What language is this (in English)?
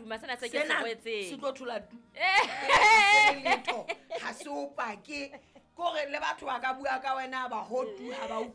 Southern Sotho